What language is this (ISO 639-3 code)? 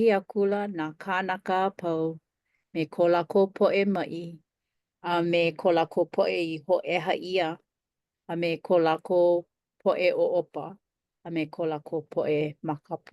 haw